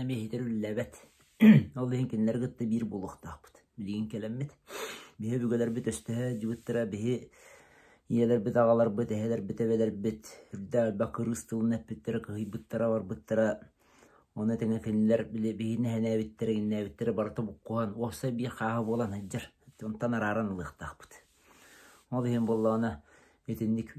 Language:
Yakut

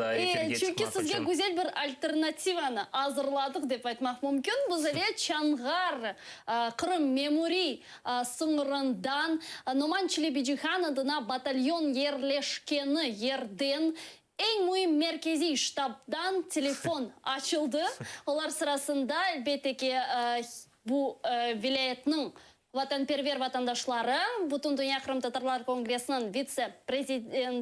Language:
Crimean Tatar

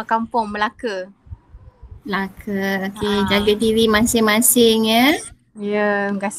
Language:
Malay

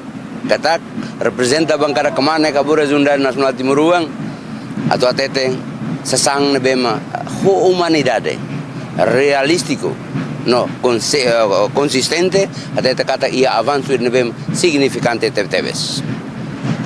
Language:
Tetum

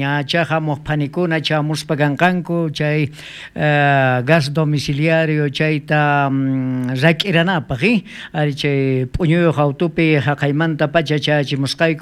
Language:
South Bolivian Quechua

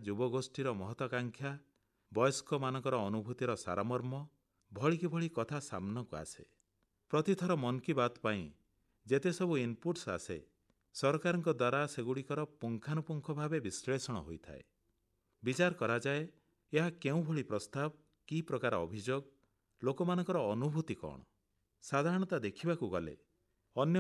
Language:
Odia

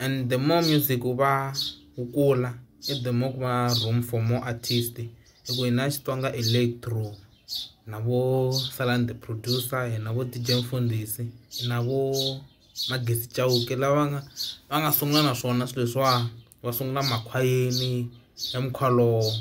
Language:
Tsonga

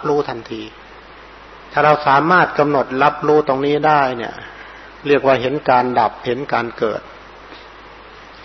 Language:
Thai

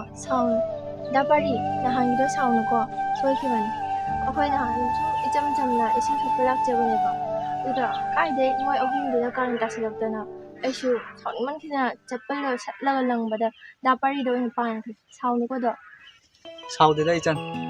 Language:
Manipuri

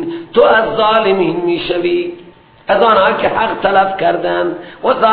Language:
Persian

